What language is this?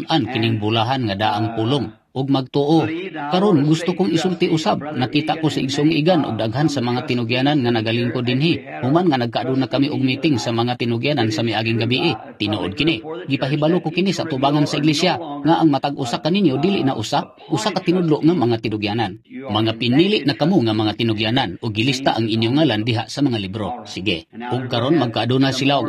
Cebuano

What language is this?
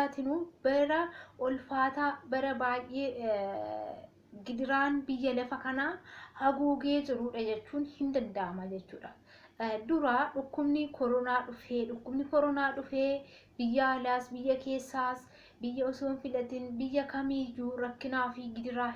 Oromo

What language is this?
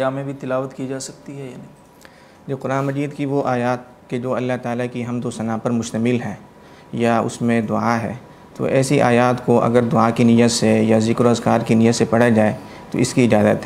Urdu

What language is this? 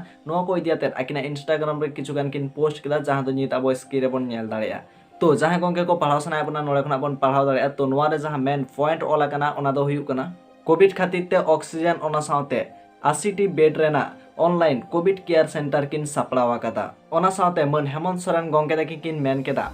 Santali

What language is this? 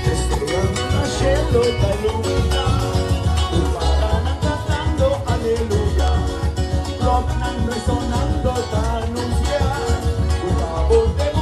Papiamento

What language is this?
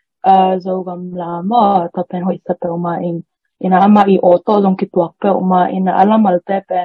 Tedim Chin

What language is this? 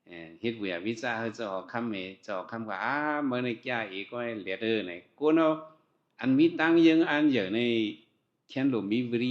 Shan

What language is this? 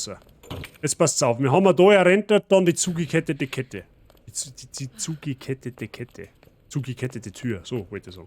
Bavarian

